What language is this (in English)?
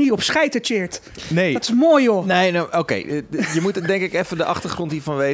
Dutch